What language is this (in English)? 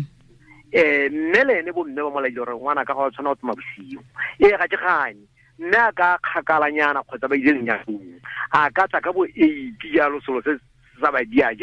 Tswana